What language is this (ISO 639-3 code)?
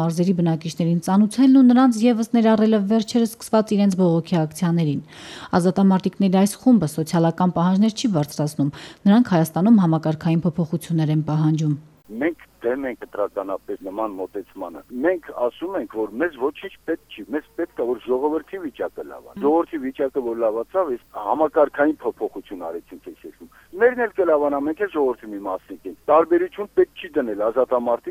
hye